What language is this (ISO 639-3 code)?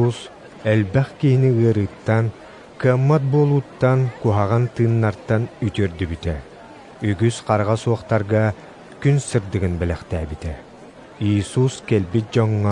sah